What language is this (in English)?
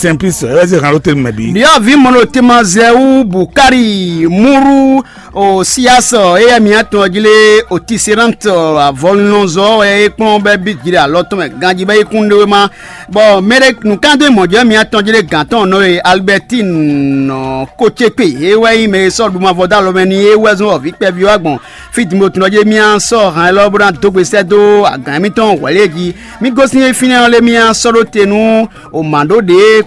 Fon